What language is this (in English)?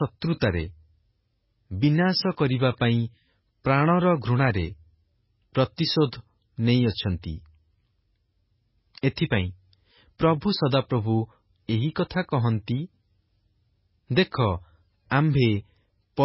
Odia